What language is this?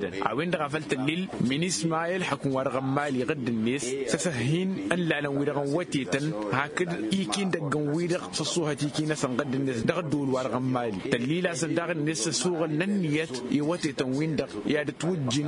Tamasheq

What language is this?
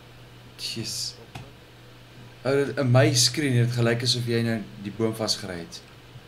Afrikaans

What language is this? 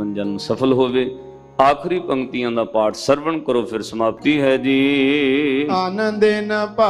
Punjabi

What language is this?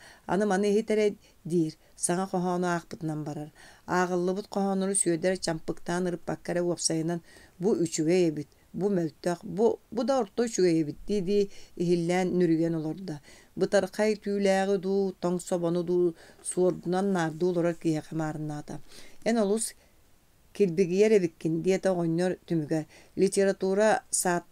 Yakut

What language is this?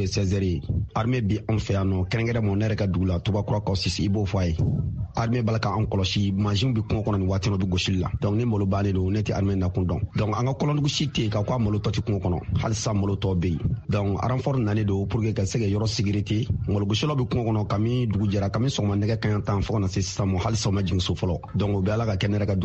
Bambara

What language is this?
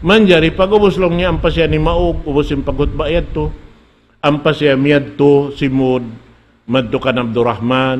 Tausug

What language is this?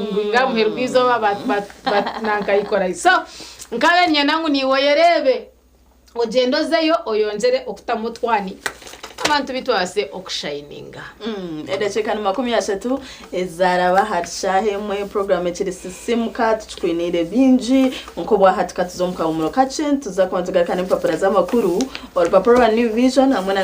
Nyankole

